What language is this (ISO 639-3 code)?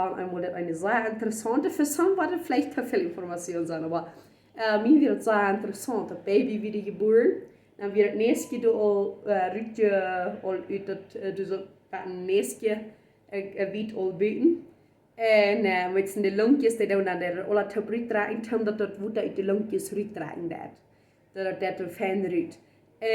pdt